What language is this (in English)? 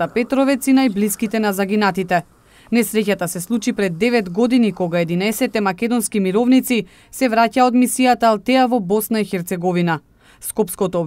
Macedonian